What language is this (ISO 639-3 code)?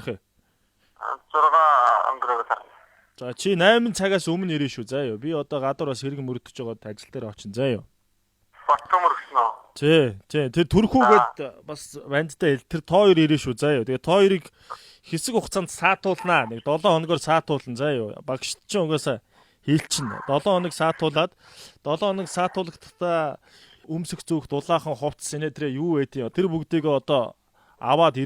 mon